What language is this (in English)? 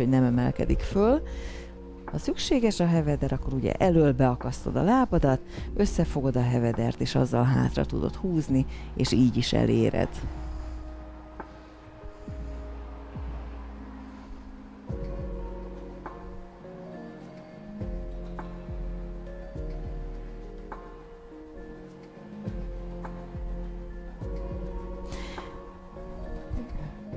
Hungarian